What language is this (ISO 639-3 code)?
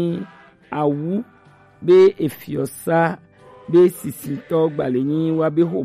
gej